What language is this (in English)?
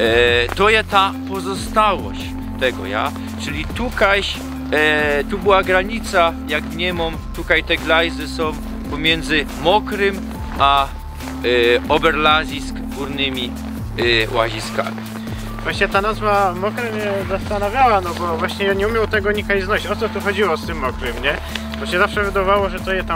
Silesian